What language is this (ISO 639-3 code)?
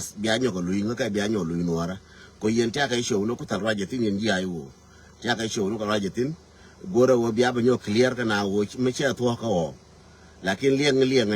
nus